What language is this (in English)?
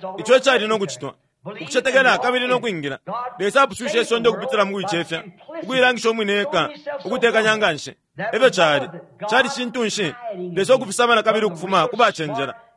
Bemba